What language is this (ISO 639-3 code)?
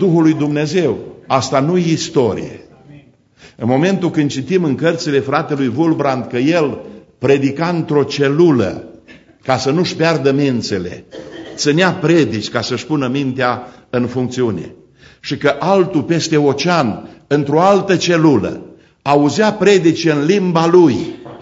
ron